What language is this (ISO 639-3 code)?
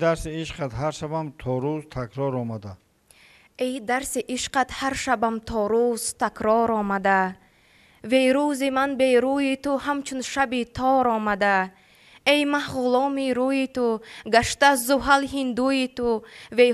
tgk